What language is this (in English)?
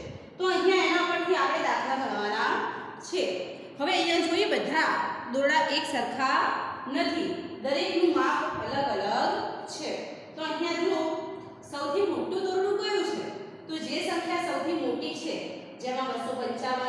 Gujarati